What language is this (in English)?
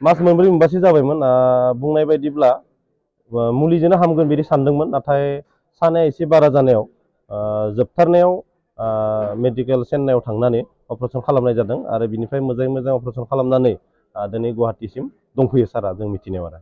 Bodo